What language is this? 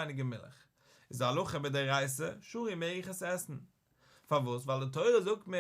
Yiddish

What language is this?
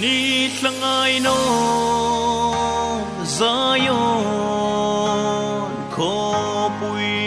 Hmar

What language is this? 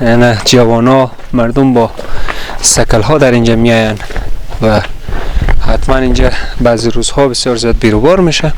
Persian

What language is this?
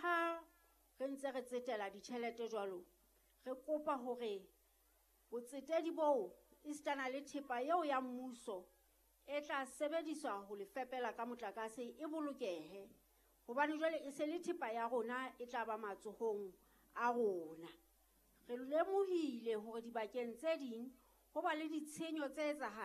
Southern Sotho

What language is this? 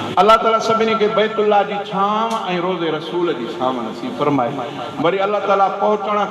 Sindhi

